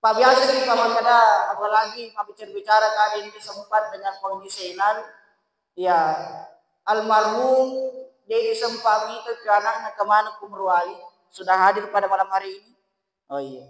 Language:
Buginese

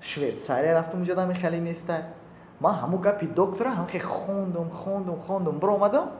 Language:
Tajik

